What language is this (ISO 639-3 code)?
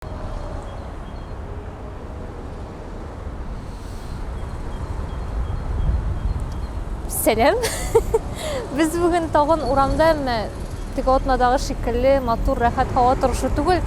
tat